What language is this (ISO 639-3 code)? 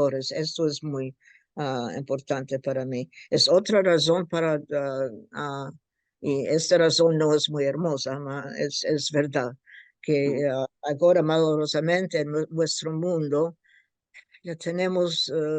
lad